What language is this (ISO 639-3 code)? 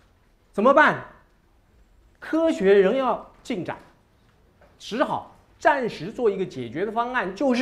zho